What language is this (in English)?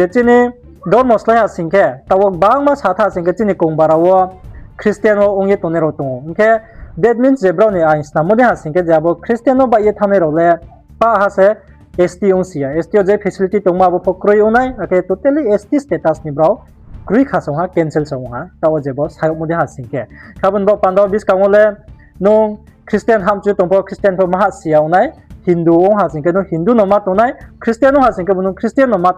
Riang (India)